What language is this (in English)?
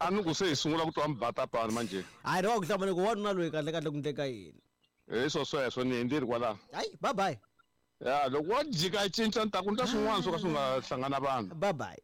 Tsonga